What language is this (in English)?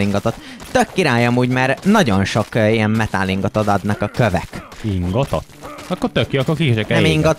Hungarian